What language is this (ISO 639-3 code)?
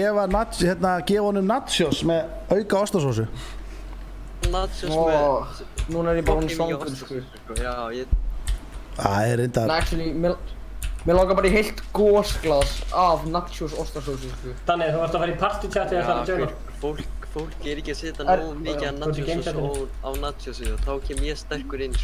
isl